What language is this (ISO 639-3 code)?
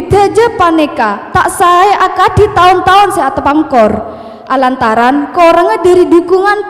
mad